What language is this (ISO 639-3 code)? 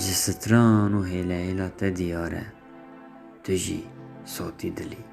kur